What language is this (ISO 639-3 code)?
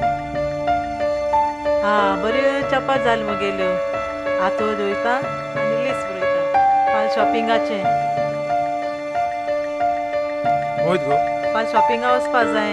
kok